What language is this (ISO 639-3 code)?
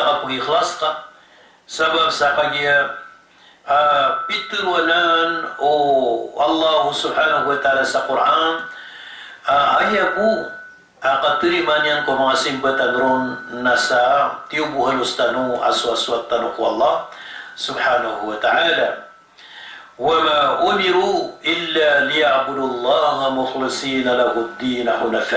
mrw